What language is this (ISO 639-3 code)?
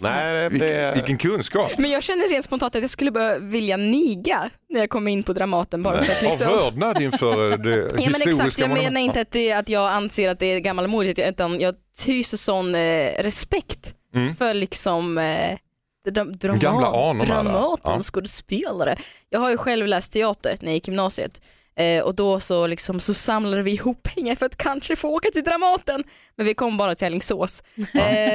swe